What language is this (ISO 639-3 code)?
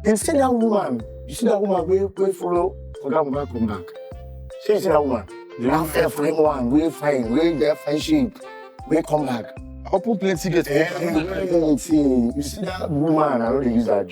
pcm